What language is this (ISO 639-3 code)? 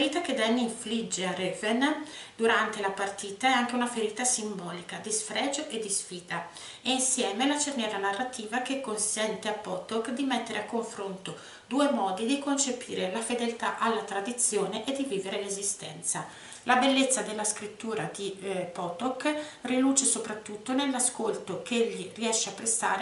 ita